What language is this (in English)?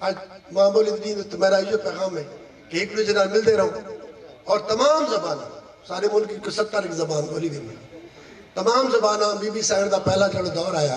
Saraiki